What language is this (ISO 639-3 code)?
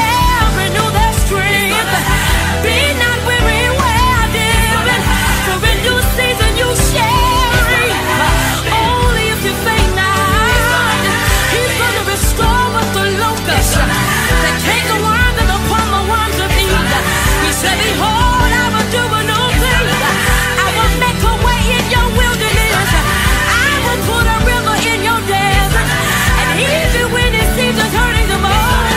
eng